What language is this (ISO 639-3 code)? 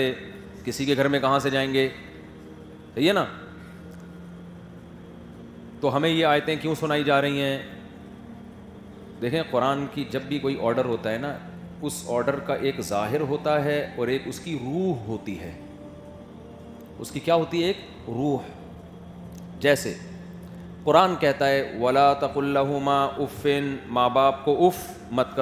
urd